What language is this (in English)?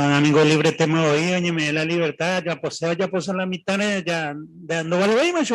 Guarani